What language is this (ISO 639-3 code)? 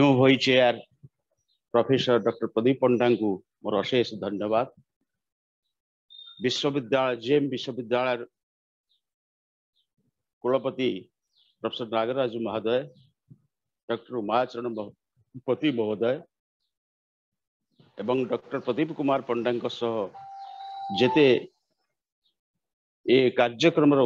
ori